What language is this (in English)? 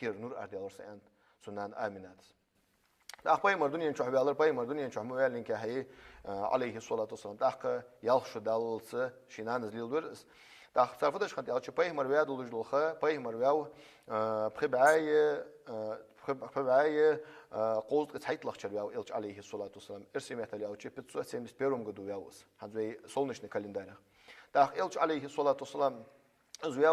Ingush